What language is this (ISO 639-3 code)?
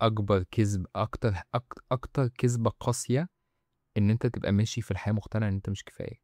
arz